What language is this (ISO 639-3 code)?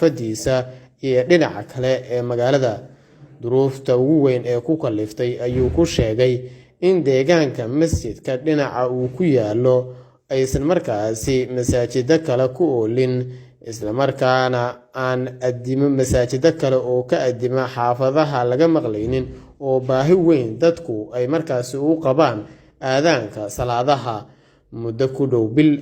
som